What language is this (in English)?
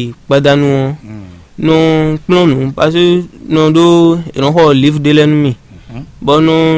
Fon